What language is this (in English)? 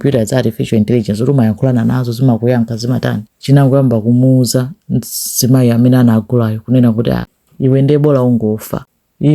Nyanja